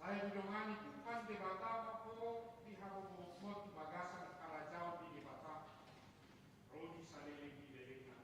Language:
Batak Toba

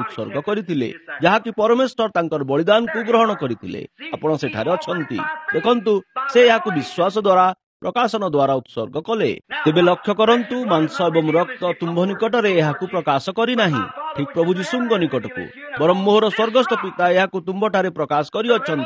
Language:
Odia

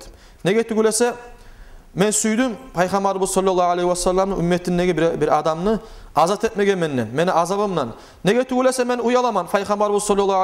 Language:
Kumyk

